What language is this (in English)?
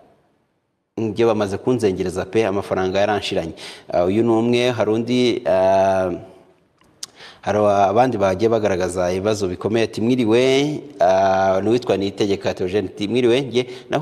Kinyarwanda